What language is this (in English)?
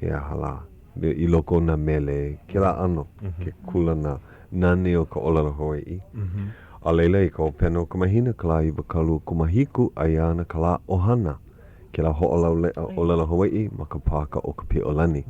Hawaiian